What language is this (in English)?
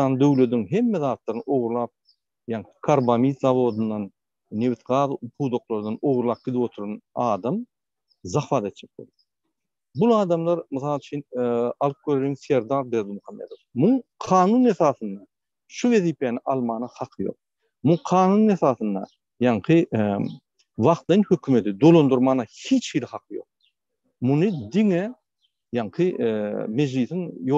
Turkmen